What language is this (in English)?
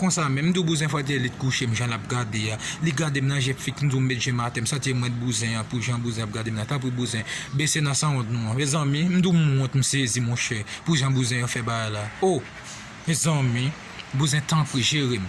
Haitian Creole